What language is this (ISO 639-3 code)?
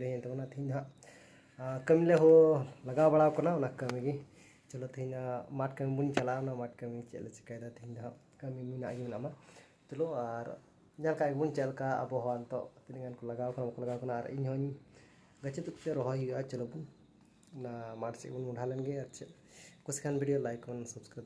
sat